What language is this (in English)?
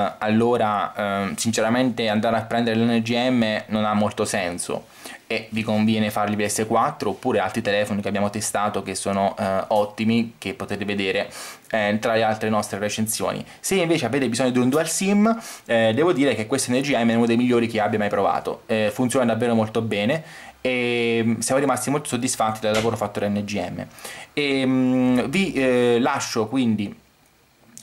Italian